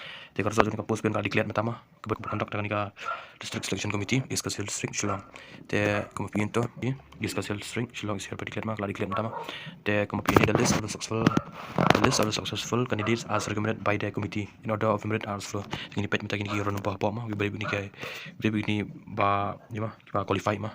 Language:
Khasi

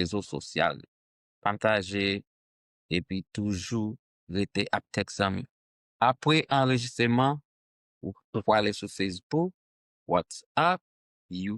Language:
Haitian Creole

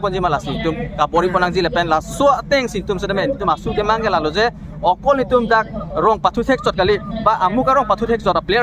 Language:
Karbi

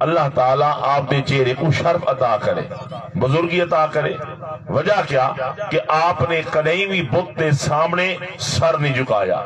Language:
Saraiki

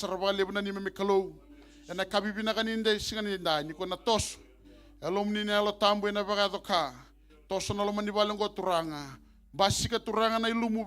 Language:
Fijian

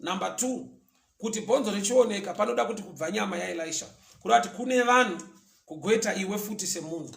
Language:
Shona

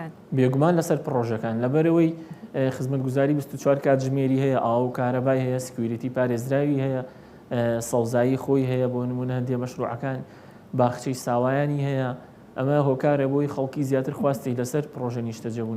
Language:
Central Kurdish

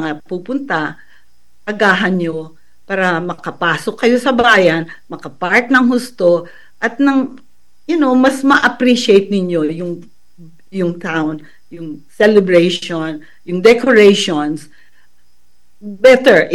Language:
Filipino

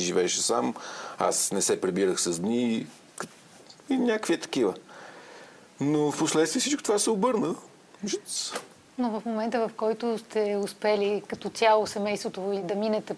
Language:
Bulgarian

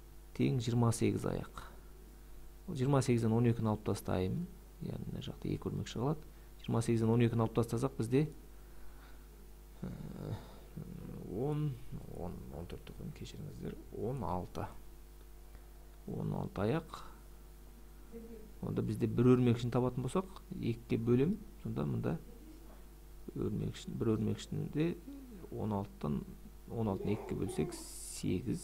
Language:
Kazakh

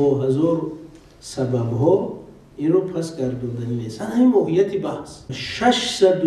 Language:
Tajik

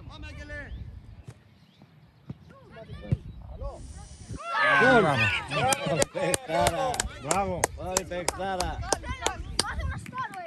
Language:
Greek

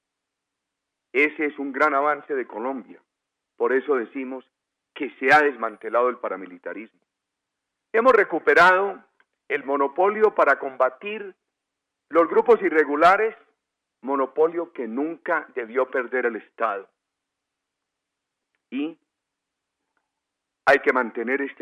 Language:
Spanish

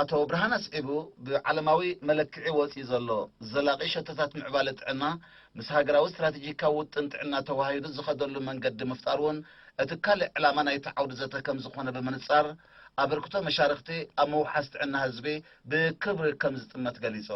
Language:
Tigrinya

